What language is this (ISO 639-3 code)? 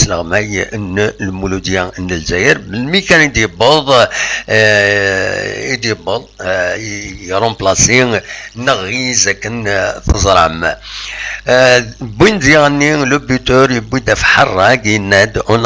kab